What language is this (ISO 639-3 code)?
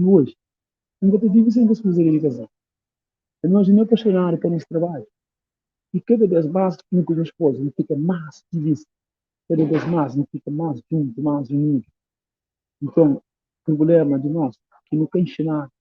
kea